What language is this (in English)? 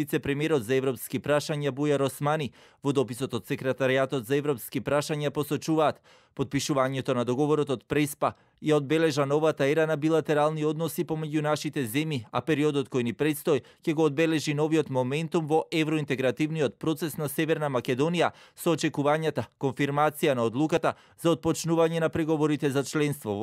Macedonian